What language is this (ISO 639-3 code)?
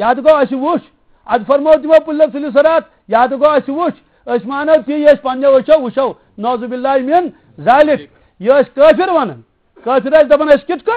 kas